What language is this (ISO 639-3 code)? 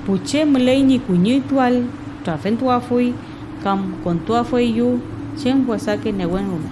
arn